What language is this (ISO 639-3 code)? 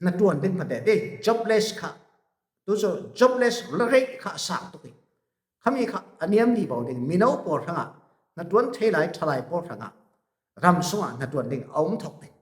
cfm